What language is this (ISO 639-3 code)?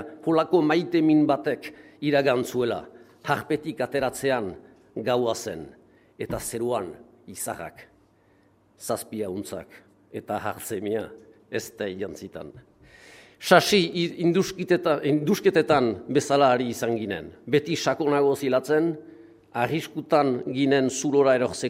eus